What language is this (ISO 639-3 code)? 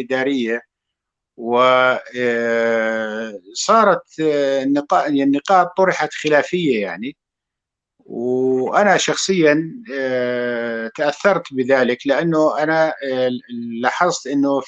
apc